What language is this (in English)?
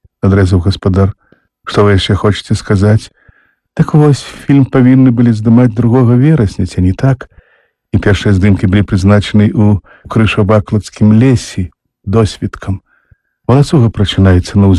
Belarusian